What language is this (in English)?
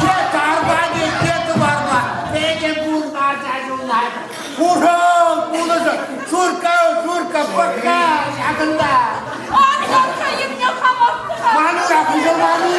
Chuvash